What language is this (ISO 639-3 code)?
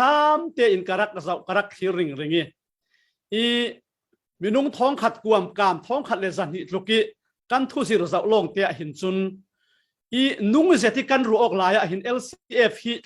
cfm